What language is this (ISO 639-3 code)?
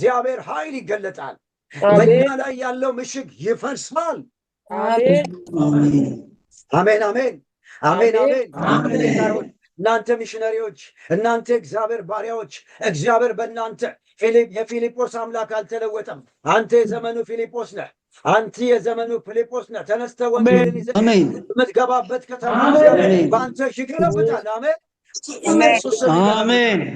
amh